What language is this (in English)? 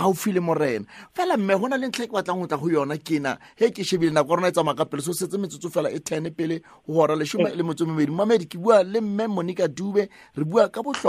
Southern Sotho